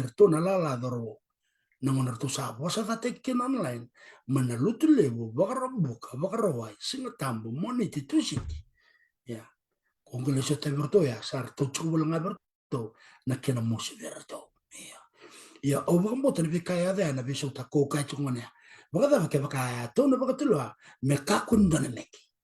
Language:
Fijian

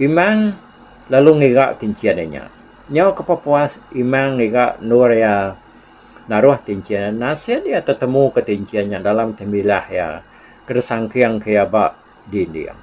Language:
Iban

